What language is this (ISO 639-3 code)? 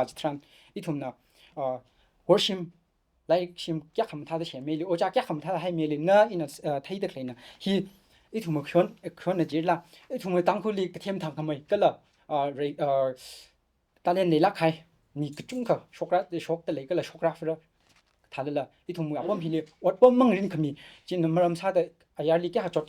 nmf